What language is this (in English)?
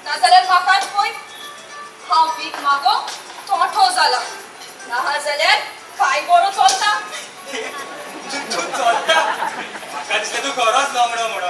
Konkani